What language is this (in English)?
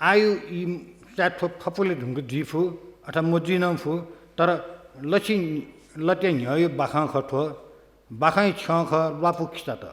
Newari